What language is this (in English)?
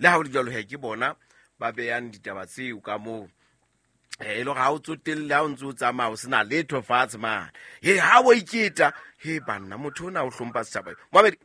Southern Sotho